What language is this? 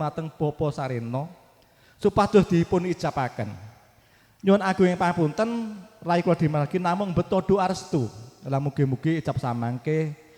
Javanese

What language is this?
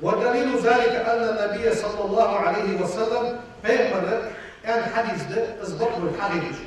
Ingush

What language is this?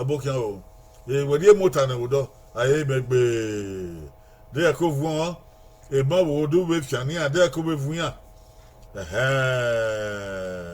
Bini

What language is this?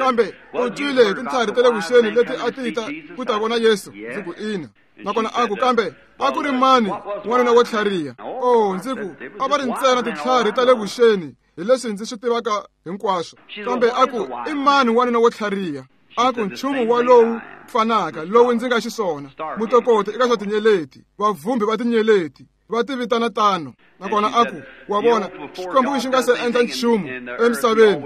Tsonga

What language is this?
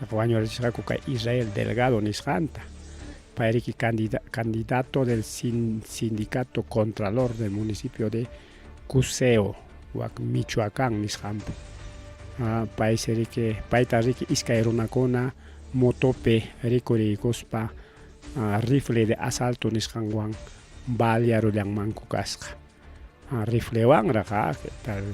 Ayacucho Quechua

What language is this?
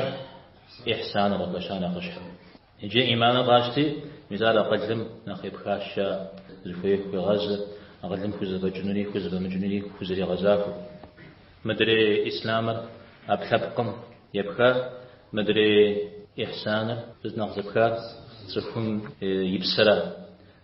Kabardian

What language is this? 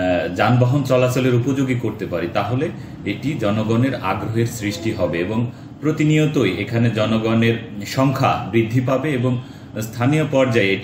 Bangla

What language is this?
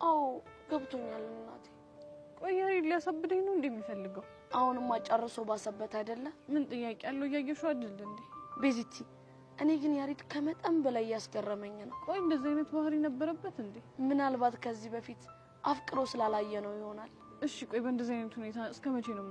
Amharic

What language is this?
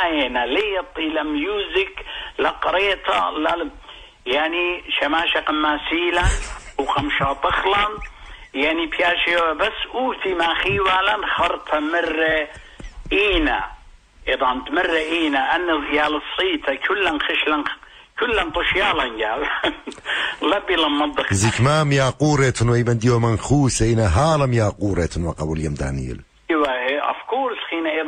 Assyrian Neo-Aramaic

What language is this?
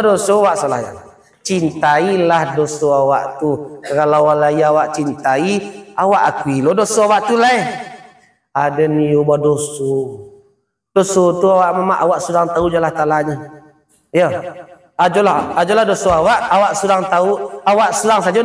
Minangkabau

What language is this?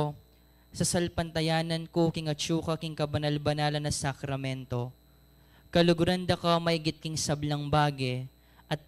Pampanga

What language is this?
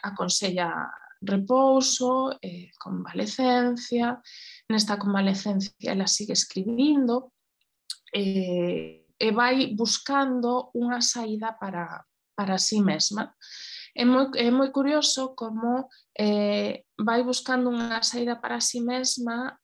Galician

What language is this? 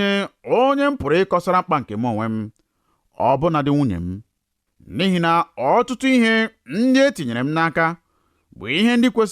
Igbo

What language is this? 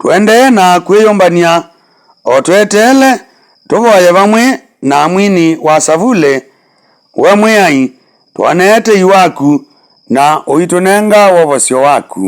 Kamba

